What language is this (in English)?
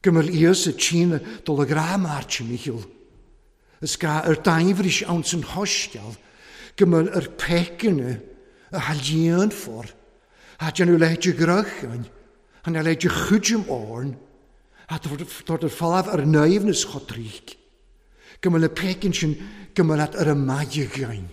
Welsh